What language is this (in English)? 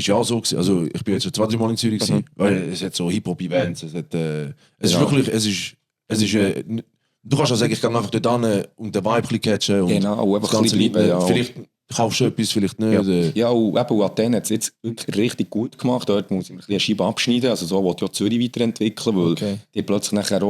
Swiss German